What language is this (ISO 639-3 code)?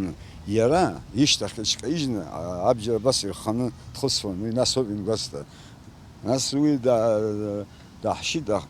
abk